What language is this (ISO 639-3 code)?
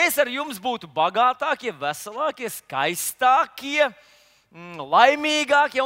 lav